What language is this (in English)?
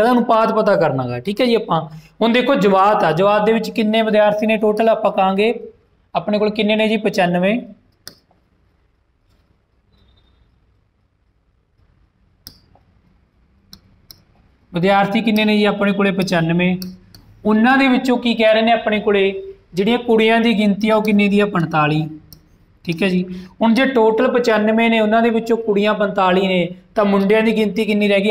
Punjabi